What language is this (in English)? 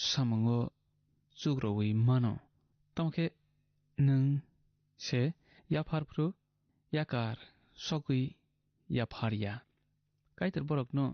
Kok Borok